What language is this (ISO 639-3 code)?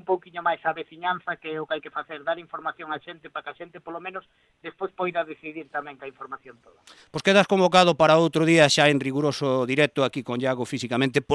glg